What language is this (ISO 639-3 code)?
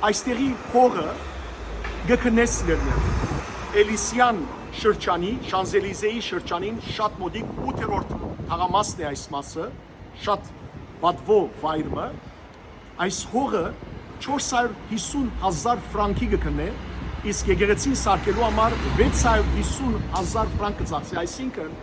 hyw